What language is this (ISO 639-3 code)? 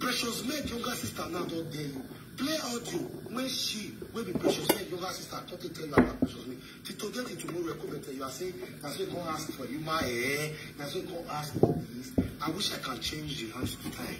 pcm